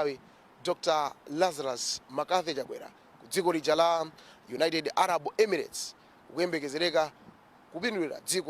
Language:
Nyanja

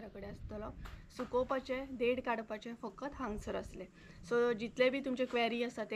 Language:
Konkani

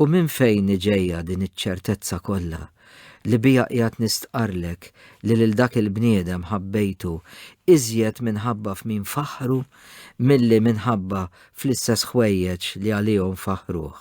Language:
Maltese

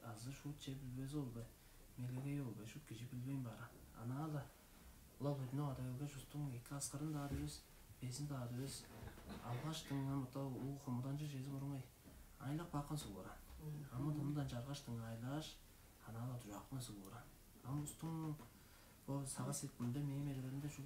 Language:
Tuvinian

